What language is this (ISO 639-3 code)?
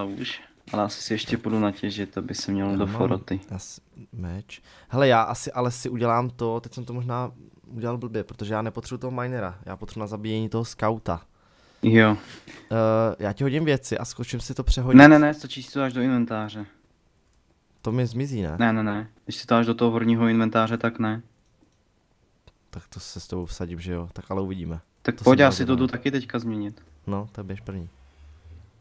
ces